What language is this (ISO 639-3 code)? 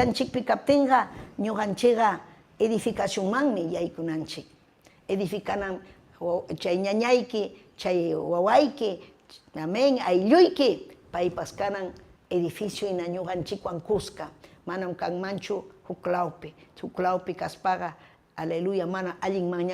quy